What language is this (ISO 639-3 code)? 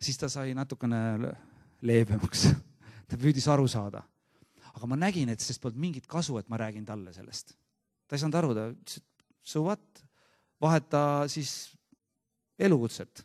est